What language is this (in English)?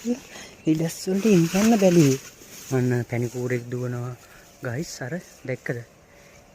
Sinhala